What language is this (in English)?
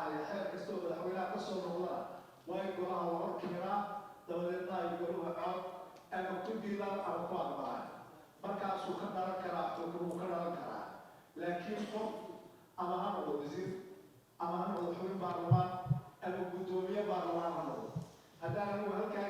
Somali